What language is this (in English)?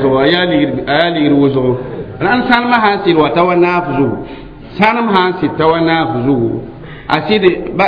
Mossi